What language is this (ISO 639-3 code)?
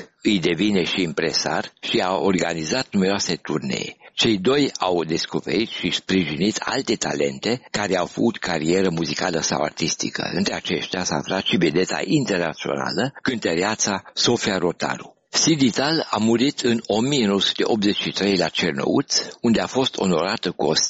ron